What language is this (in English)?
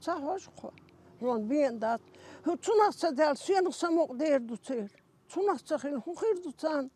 Chechen